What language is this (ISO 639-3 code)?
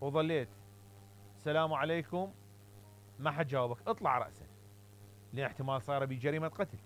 acm